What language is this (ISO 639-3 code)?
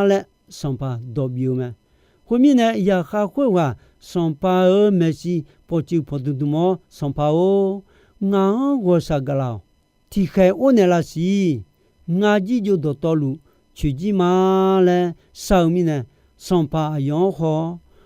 ahk